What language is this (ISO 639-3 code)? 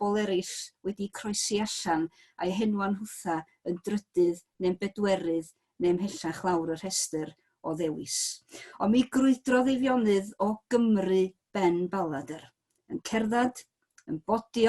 cym